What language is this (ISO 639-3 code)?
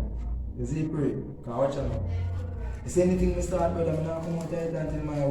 jam